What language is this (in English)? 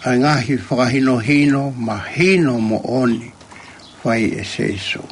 Tongan